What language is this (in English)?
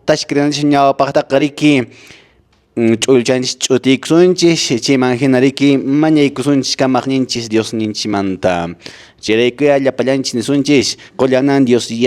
Quechua